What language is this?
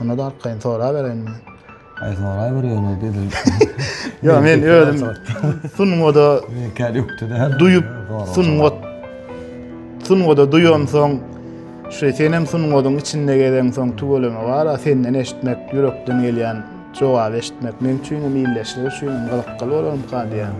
Turkmen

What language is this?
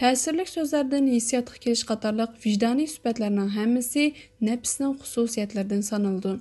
Uyghur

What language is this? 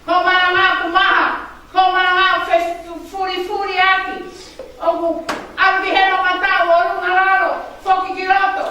Tongan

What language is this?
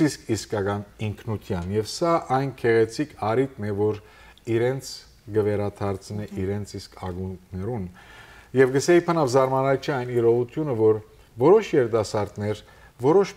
Western Armenian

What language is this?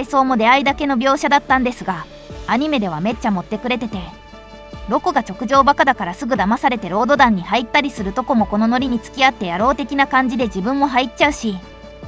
Japanese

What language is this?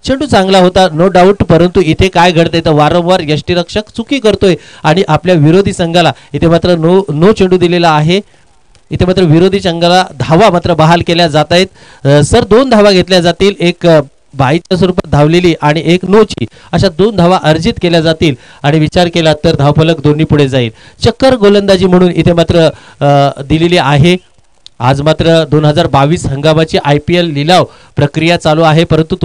Marathi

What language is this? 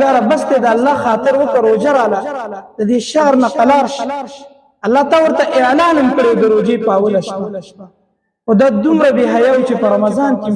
Pashto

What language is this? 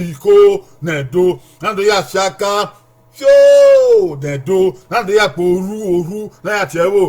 Bini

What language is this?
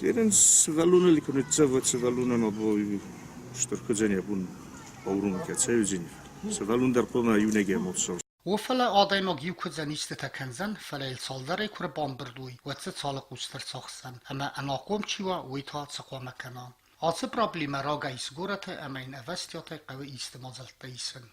Ossetic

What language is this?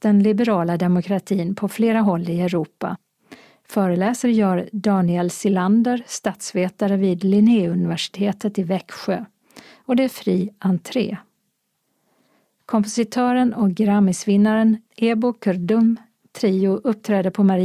Swedish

